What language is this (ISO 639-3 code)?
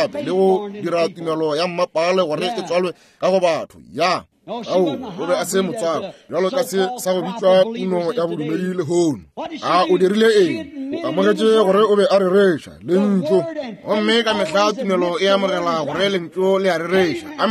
nso